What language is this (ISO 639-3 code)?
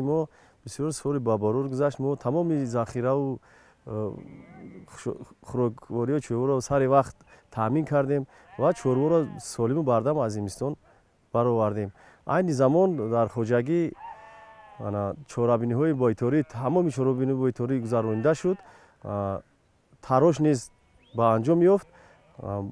tgk